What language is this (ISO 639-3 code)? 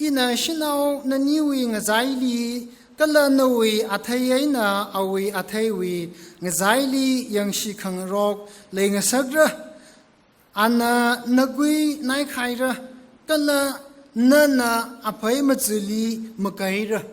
nmf